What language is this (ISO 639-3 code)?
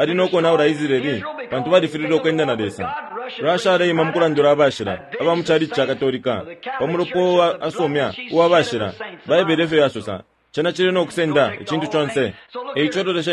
bem